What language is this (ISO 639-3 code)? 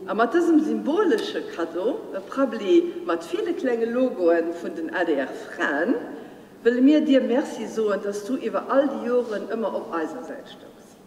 ltz